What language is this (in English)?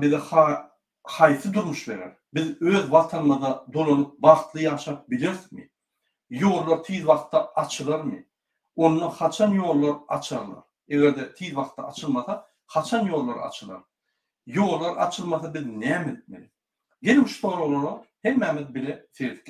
Turkmen